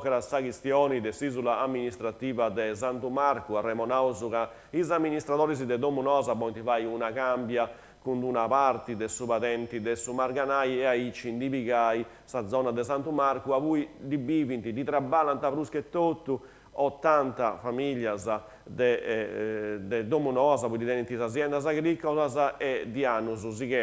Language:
Sardinian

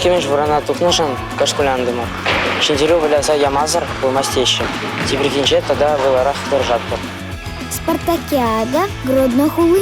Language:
Chuvash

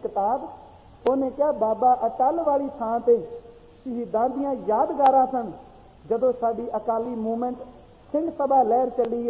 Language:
Punjabi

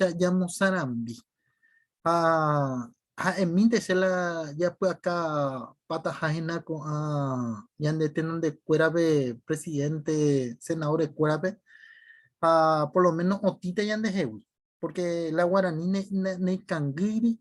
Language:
Guarani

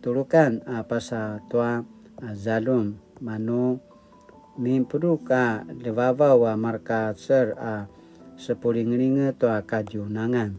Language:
Paiwan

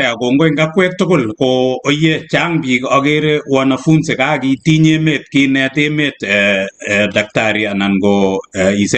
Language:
Kalenjin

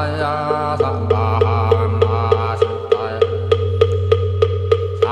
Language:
Korean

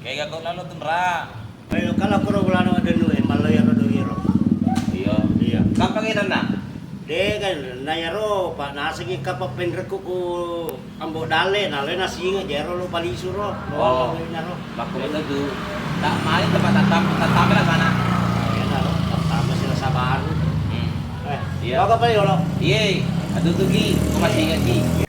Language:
Buginese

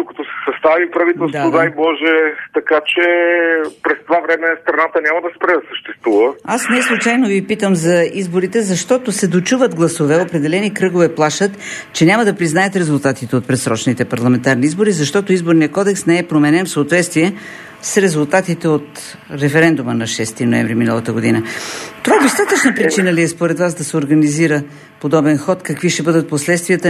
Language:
Bulgarian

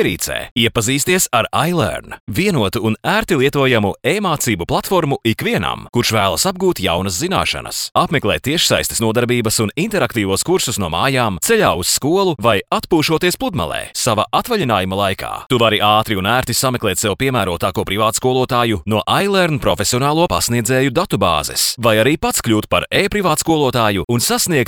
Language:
Latvian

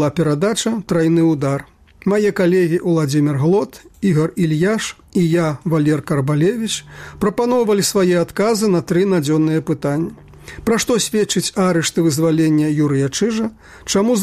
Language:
Belarusian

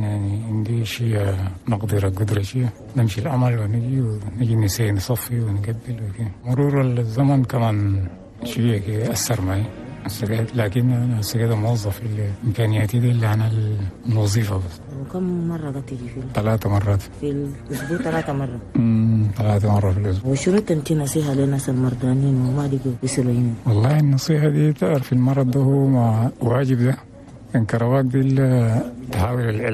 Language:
Chadian Arabic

